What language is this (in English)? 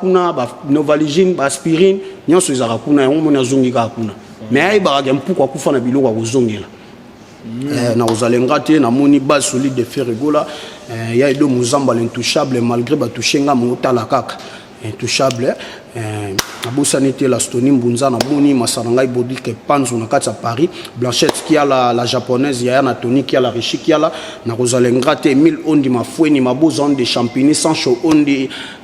Lingala